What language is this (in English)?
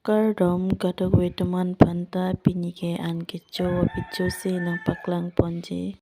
Karbi